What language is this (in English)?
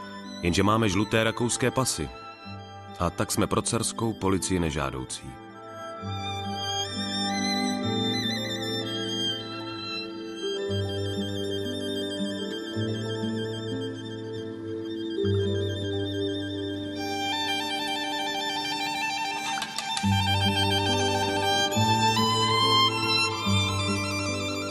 Czech